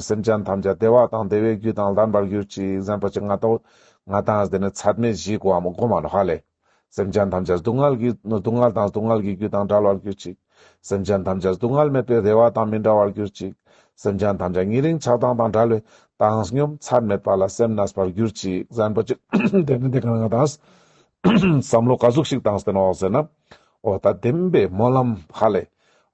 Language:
Ladakhi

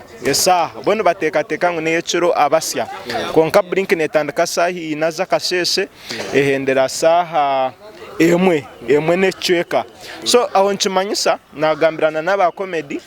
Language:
Nyankole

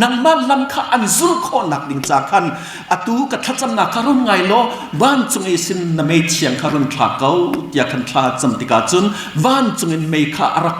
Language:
Hakha Chin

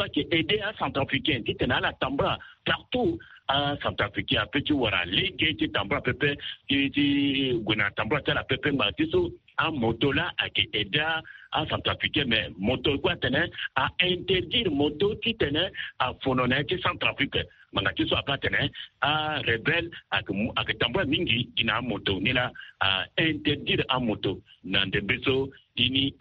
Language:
Sango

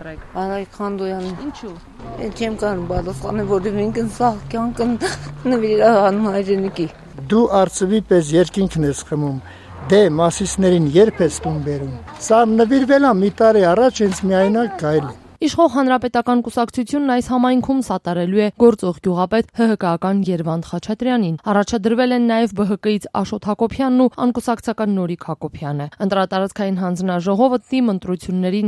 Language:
Armenian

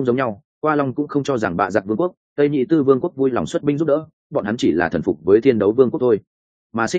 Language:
Vietnamese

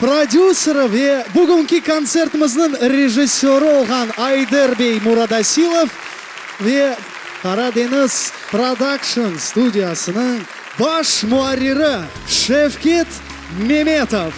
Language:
Crimean Tatar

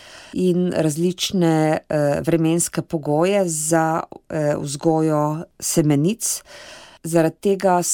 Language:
Slovenian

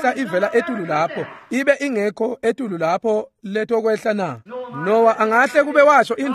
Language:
Swati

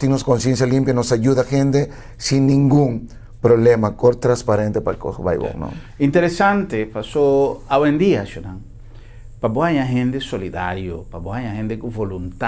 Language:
Papiamento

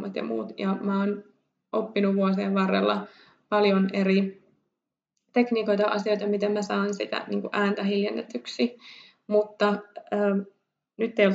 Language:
Finnish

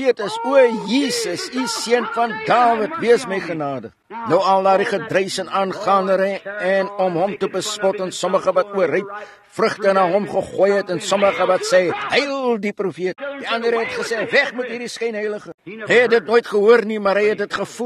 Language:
Afrikaans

